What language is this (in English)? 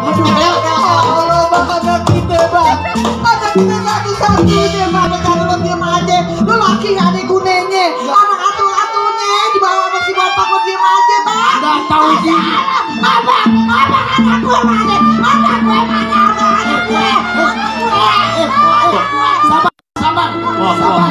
Betawi